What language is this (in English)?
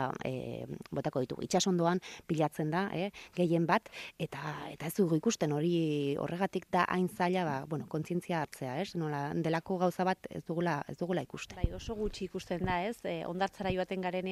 Basque